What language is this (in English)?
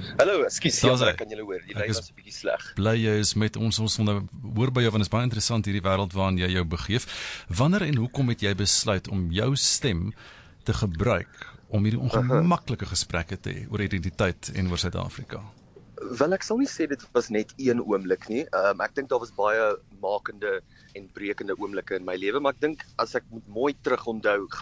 Afrikaans